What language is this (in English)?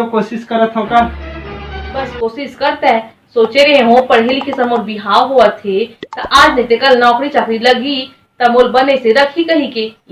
Chhattisgarhi